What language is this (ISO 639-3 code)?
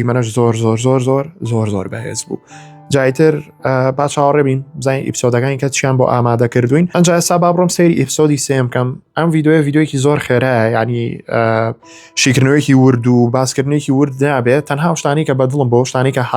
ckb